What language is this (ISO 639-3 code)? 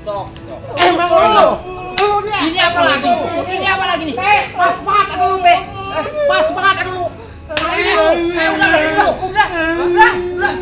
bew